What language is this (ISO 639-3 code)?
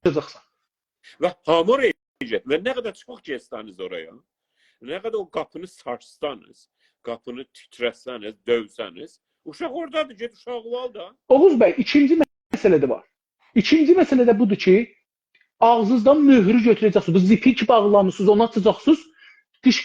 azb